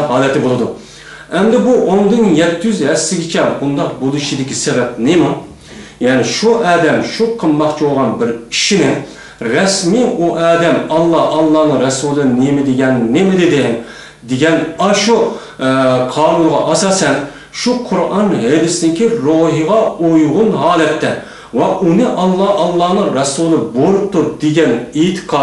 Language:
Uyghur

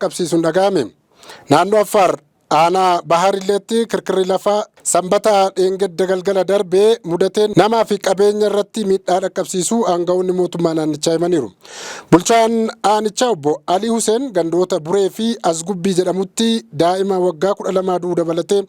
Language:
Oromo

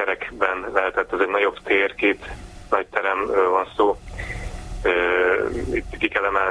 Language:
Hungarian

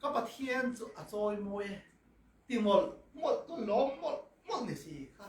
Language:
Hakha Chin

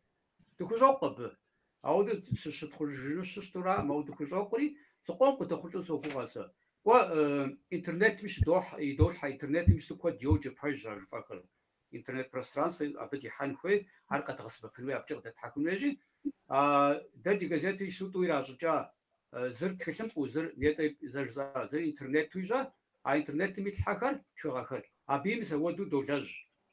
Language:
Kabardian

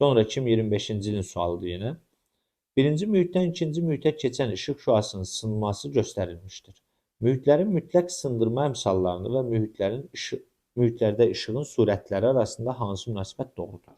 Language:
Azerbaijani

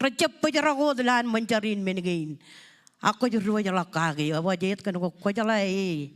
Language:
Marshallese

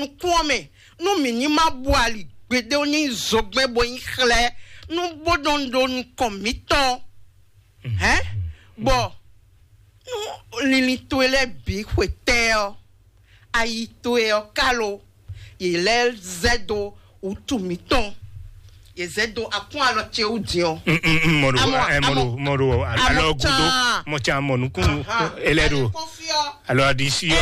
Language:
Fon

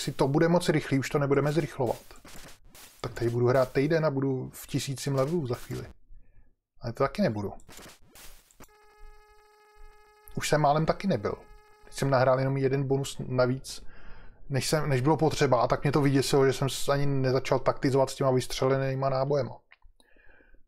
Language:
Czech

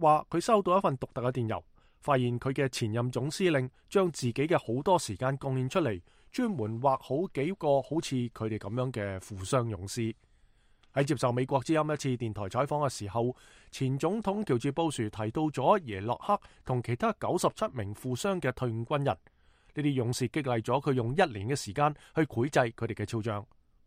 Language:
Cantonese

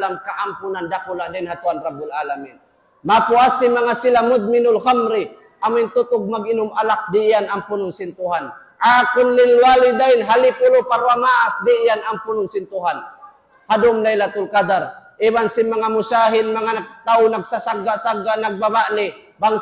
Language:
Tausug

